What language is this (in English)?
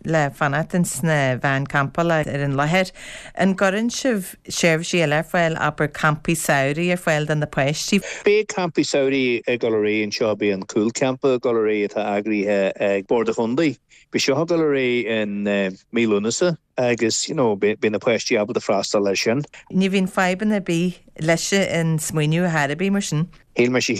Irish